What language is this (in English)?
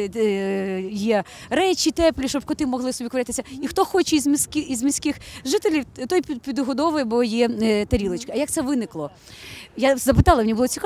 Ukrainian